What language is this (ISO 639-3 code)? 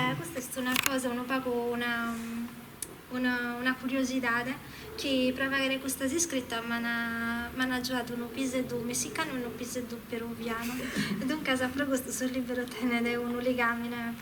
srd